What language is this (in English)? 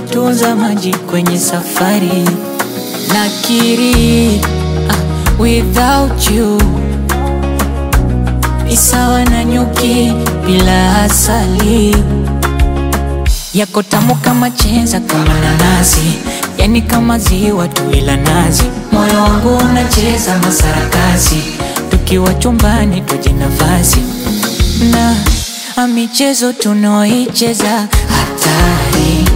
Swahili